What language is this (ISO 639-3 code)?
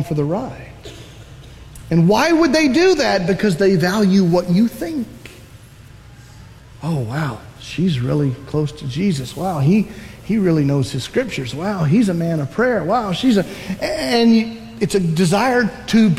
eng